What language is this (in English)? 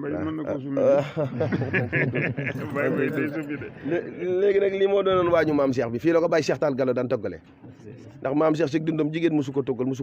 Wolof